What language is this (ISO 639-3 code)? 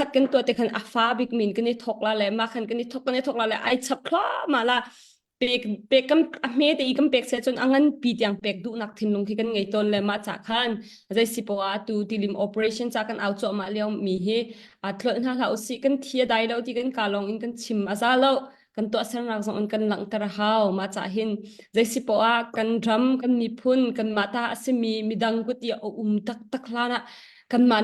cnh